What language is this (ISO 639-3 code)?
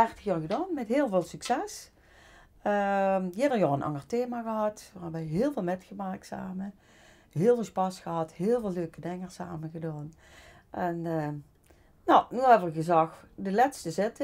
lim